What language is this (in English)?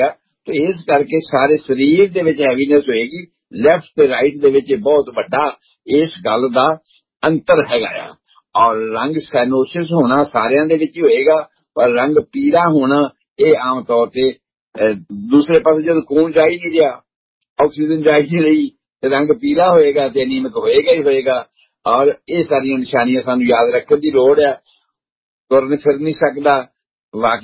Punjabi